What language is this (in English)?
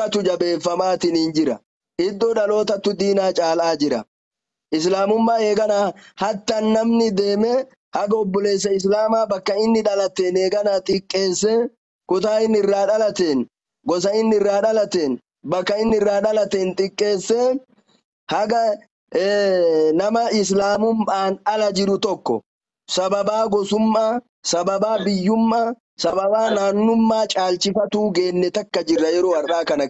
Oromo